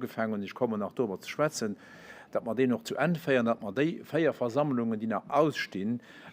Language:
Luxembourgish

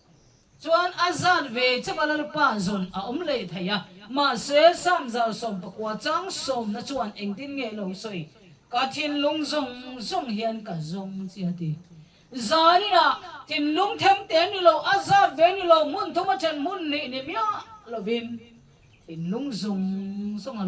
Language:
Mizo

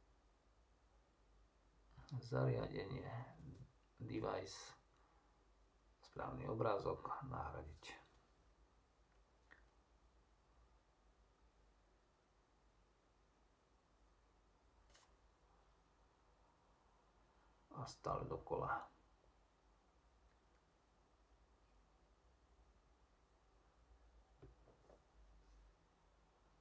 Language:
Slovak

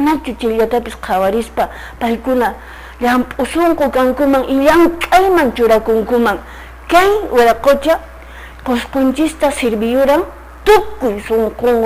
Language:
Quechua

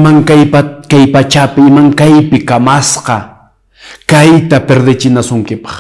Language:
Quechua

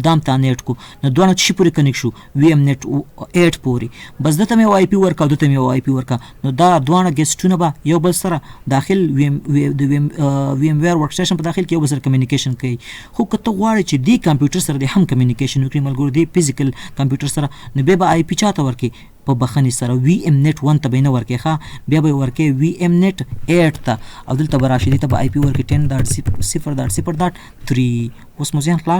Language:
Pashto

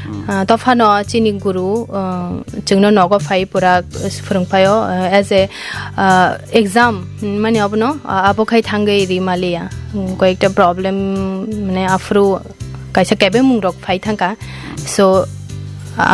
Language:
Kok Borok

